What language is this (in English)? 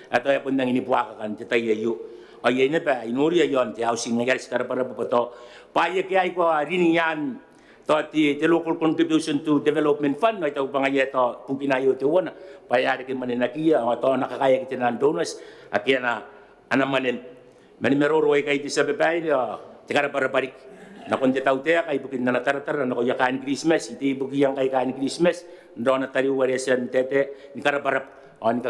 Gilbertese